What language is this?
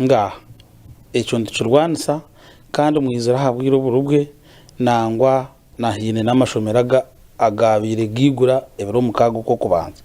Nyankole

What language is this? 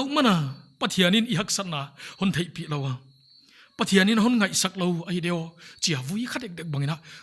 Paite Chin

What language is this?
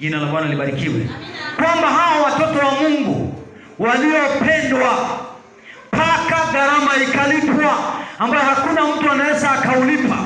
Swahili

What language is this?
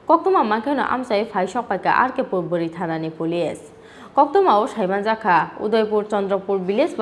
Kok Borok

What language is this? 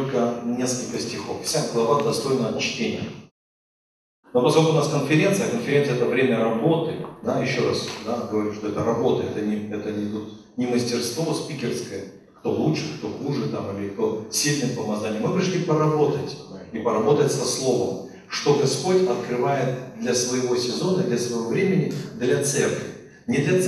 Russian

